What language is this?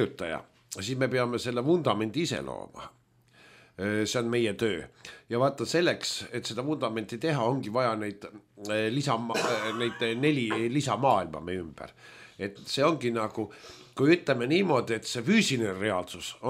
Estonian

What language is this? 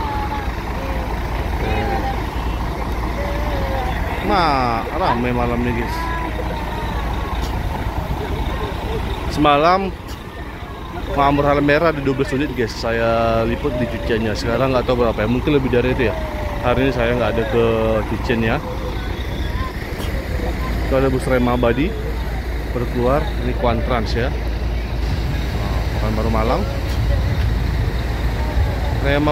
Indonesian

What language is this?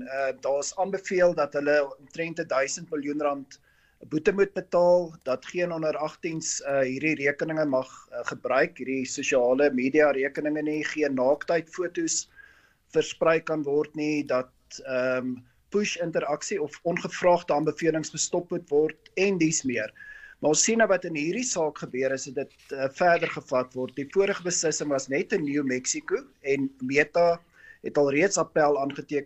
Afrikaans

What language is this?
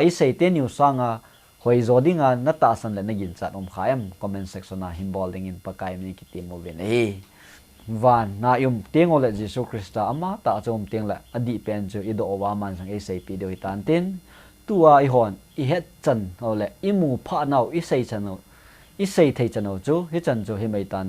Thado Chin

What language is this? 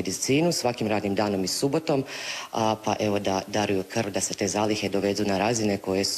Croatian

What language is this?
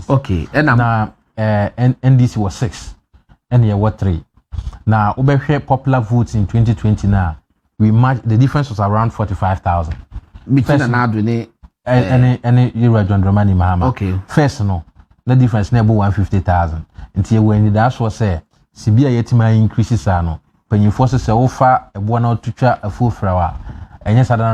Akan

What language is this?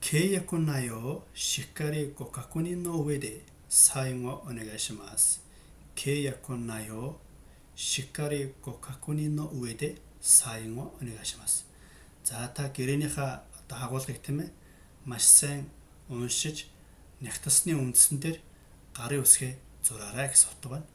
Mongolian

